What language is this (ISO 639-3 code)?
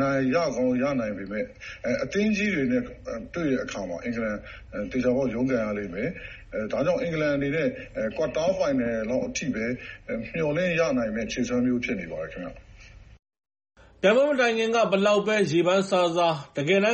mya